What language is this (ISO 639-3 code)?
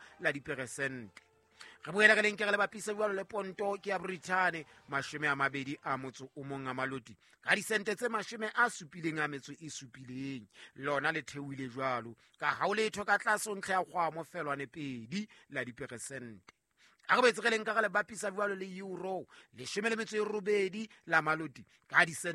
sot